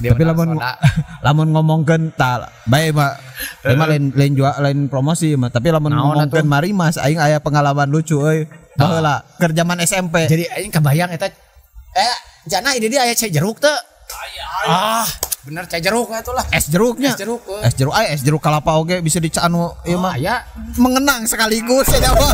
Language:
Sundanese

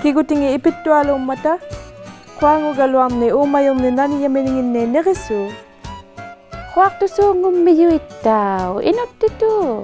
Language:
Inuktitut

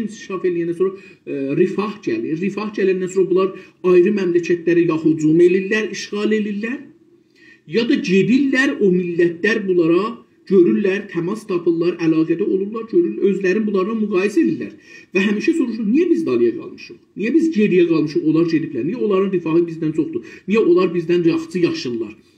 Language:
South Azerbaijani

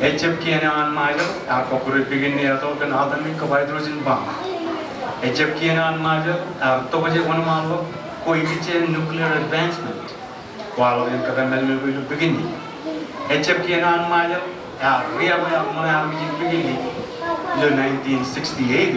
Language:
Marshallese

